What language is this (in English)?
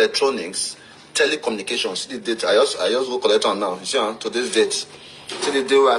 Nigerian Pidgin